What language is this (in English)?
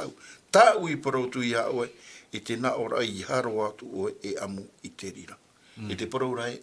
Tahitian